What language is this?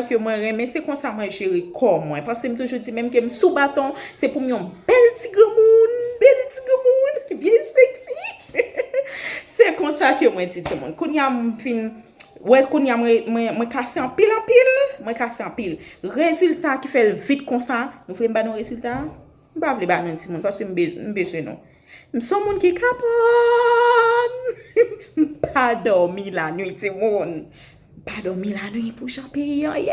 Haitian Creole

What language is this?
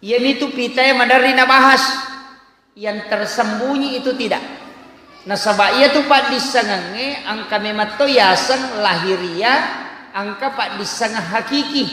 Buginese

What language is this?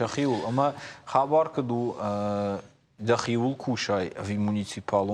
Ossetic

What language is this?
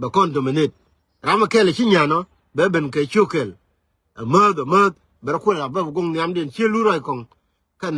Nuer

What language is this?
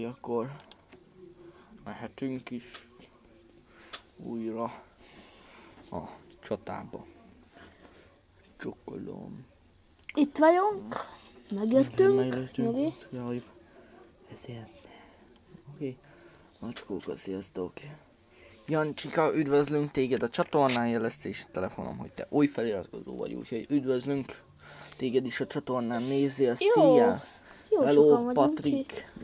Hungarian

